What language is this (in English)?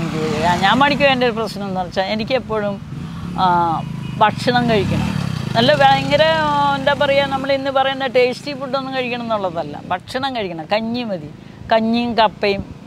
Malayalam